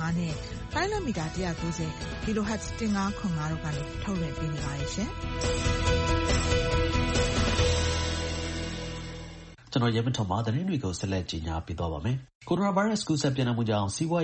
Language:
Burmese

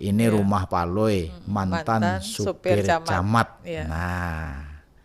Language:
Banjar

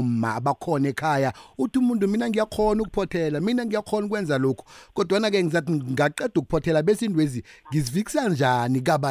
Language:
South Ndebele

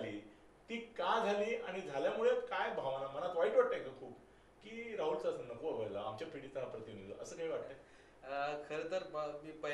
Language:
Marathi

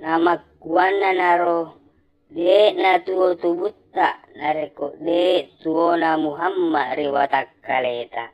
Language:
Buginese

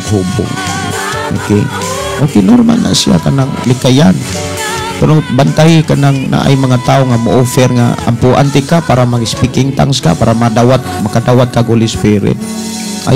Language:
Cebuano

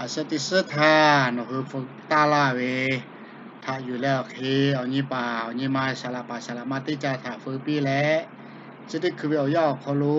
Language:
Lahu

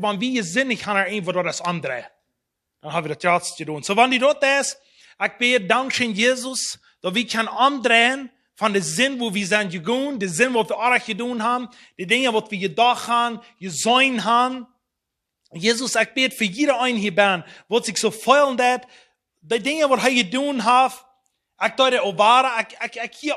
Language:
Plautdietsch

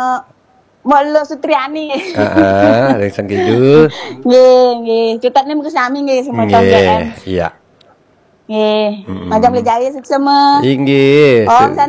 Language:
Balinese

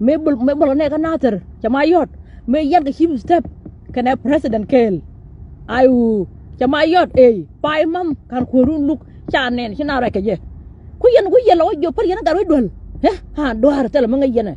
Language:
Nuer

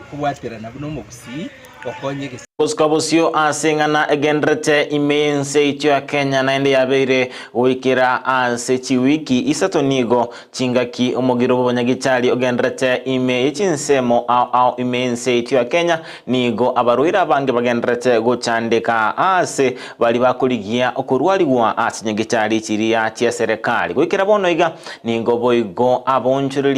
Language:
Gusii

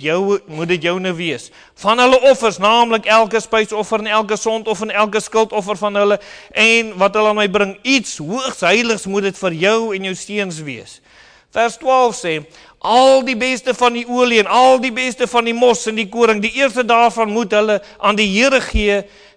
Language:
Afrikaans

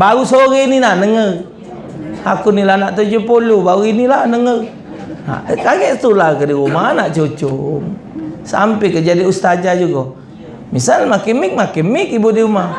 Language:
Musi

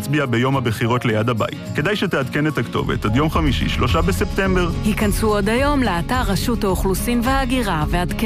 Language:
Hebrew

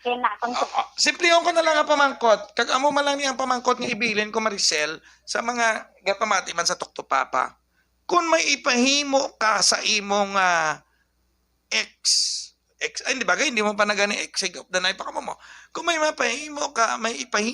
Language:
Hiligaynon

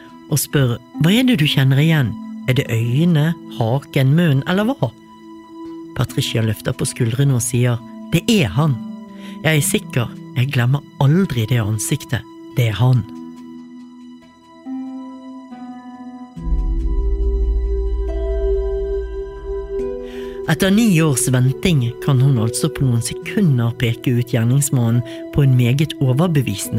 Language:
Norwegian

